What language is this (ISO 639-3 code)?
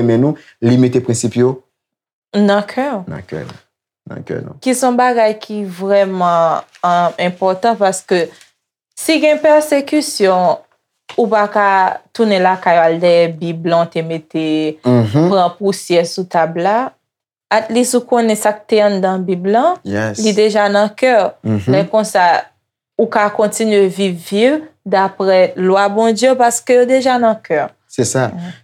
hat